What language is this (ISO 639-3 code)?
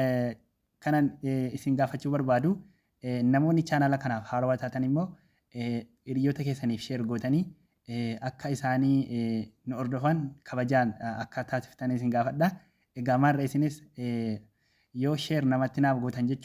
orm